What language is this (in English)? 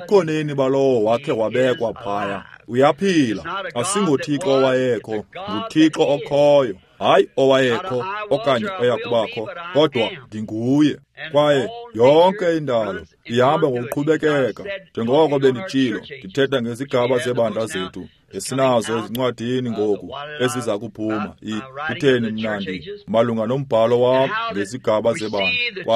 Xhosa